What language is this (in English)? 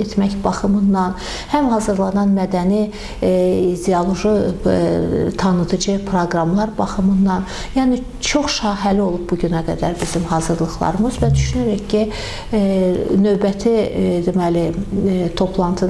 Azerbaijani